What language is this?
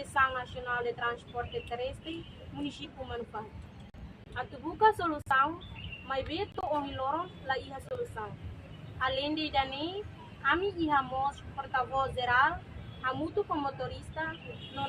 Tetum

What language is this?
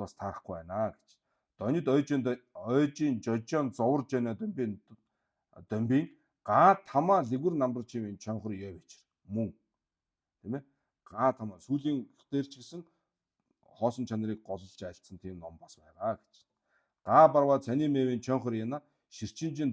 Mongolian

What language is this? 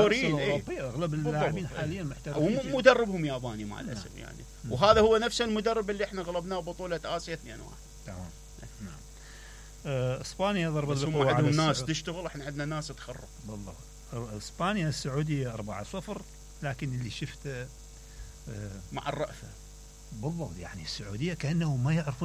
Mesopotamian Arabic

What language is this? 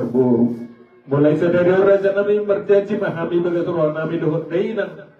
Batak Toba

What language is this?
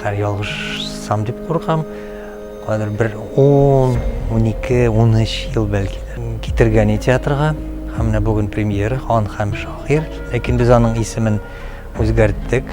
Tatar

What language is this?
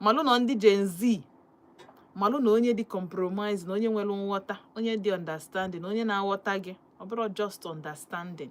Igbo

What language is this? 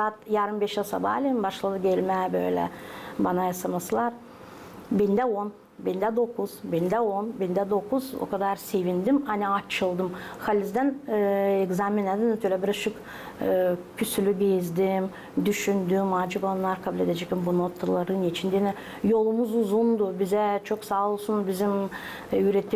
Gagauz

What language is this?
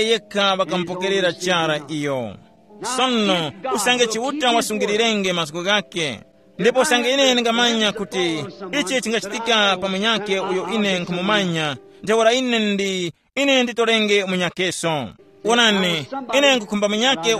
Tumbuka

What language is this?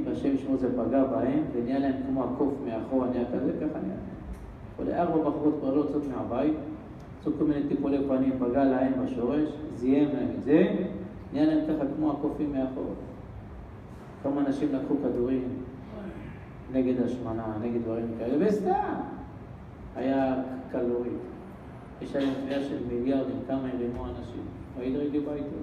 Hebrew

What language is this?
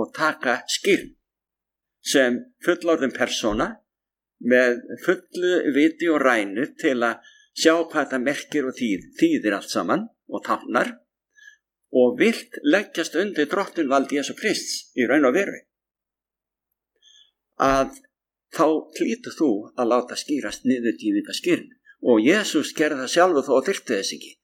Icelandic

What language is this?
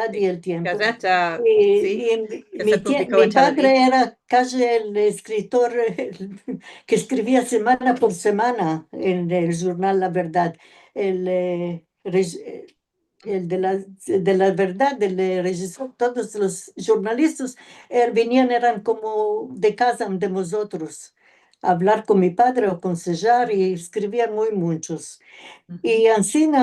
Ladino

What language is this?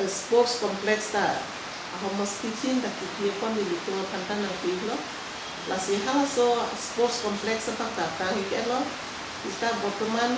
Karbi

